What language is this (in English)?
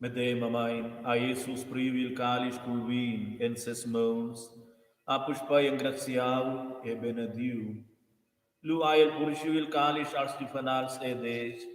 Romansh